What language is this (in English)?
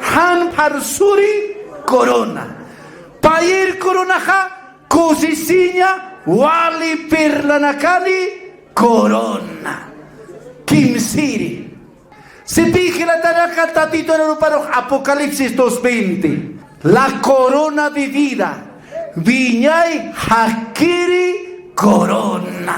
Aymara